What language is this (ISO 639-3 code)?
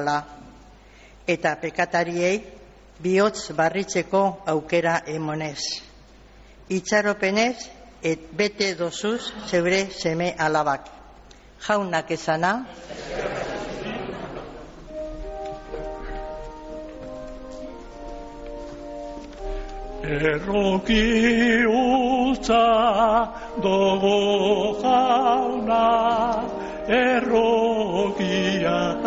eus